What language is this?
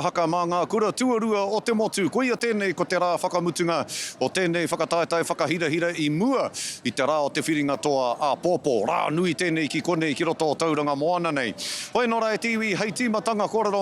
Māori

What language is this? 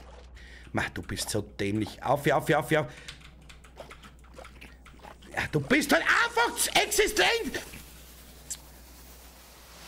German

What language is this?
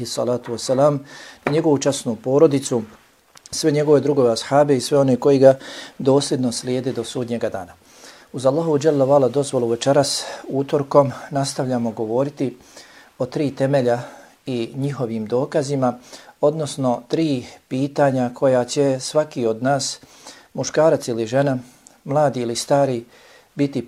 Bosnian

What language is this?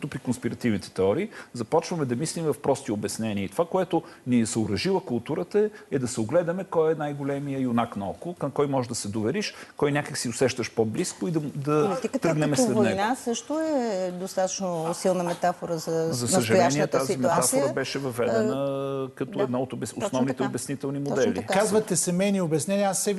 Bulgarian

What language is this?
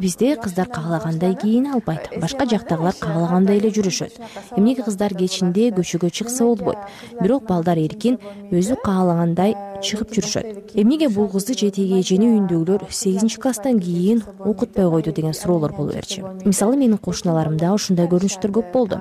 Kyrgyz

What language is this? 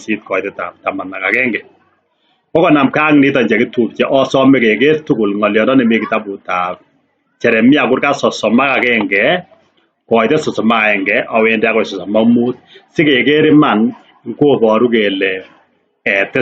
Kalenjin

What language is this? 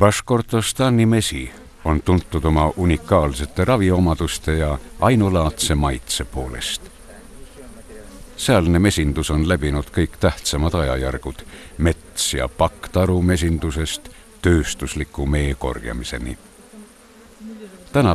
Estonian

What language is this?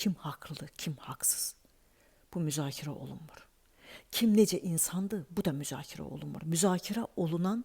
Azerbaijani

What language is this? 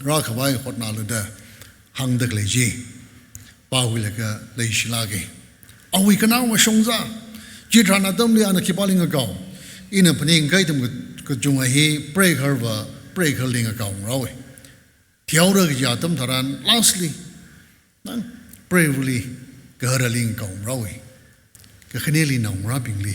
Tangkhul Naga (India)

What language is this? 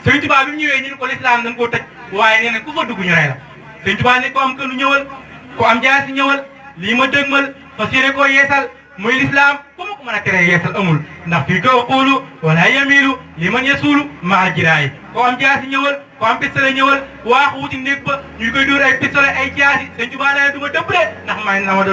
Wolof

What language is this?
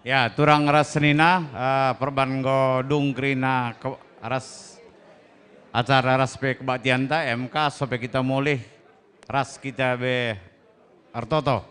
Batak Karo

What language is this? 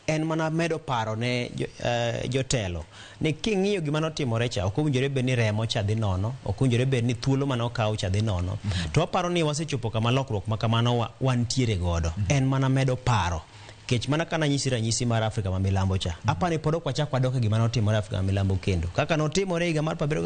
Luo (Kenya and Tanzania)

